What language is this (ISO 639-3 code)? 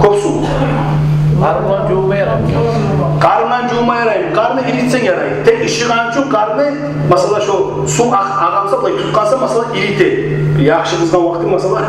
kum